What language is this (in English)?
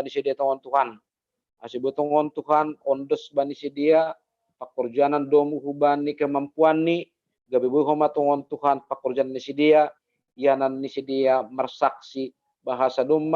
Batak Simalungun